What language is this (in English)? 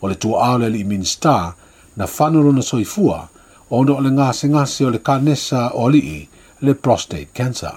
Samoan